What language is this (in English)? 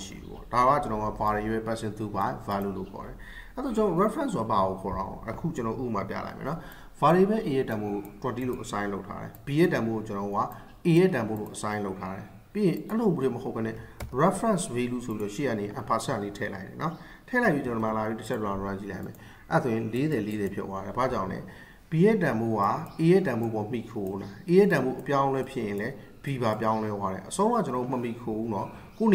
Burmese